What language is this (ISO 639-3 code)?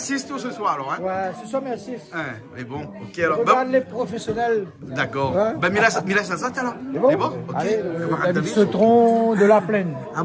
rcf